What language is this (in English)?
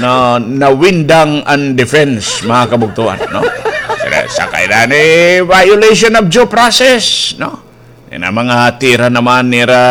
Waray